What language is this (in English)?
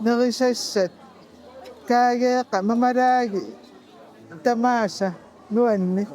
Kalaallisut